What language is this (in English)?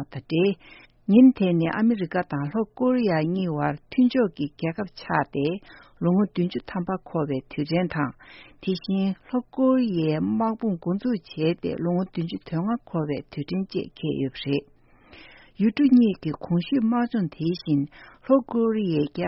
Tibetan